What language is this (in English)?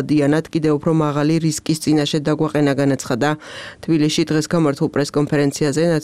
Georgian